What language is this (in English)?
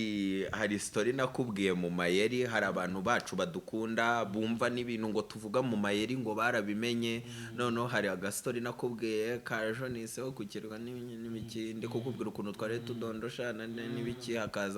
Kinyarwanda